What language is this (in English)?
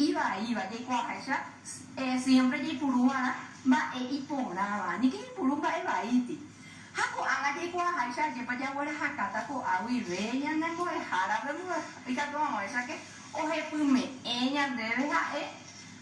Guarani